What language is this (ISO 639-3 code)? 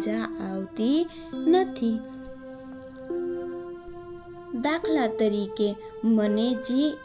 guj